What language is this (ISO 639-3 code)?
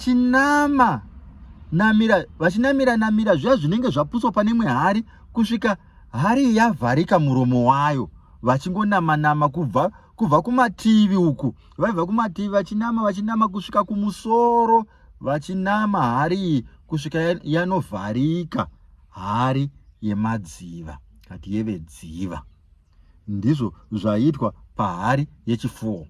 sna